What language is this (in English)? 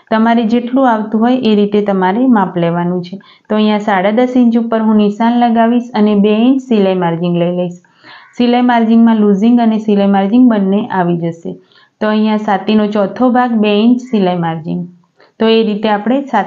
Gujarati